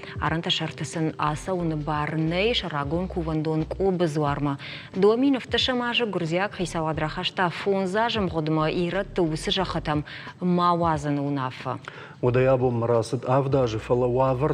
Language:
Ossetic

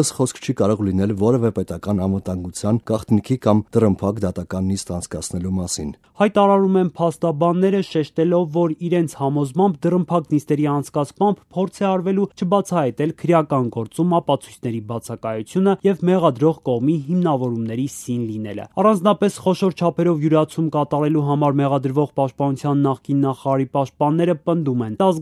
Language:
Armenian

